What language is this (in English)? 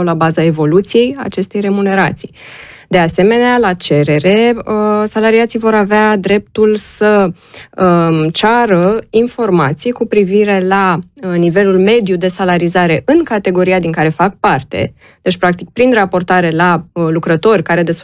Romanian